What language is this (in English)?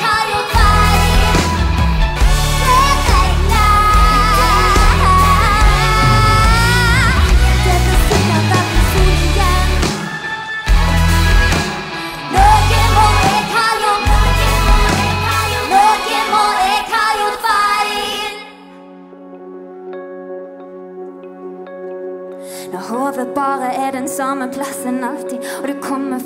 Norwegian